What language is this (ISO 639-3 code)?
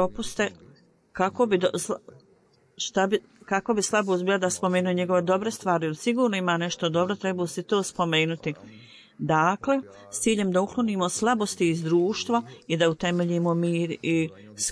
bos